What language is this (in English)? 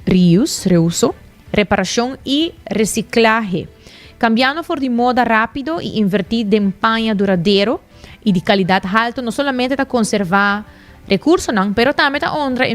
Papiamento